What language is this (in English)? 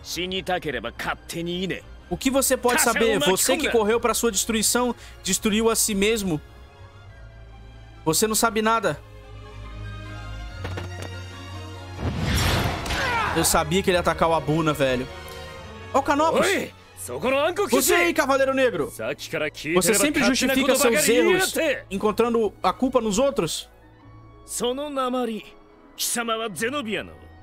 Portuguese